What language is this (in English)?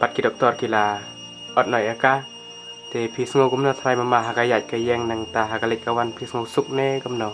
Khasi